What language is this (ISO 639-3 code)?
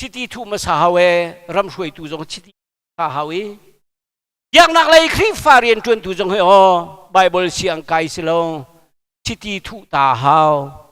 cnh